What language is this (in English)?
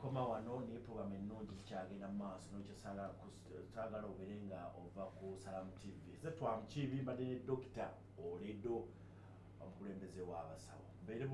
Ganda